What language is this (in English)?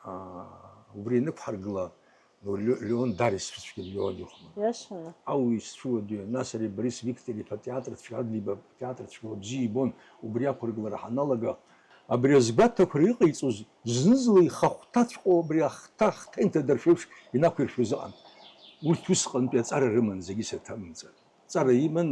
Abkhazian